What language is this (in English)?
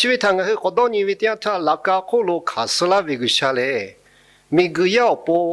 Lahu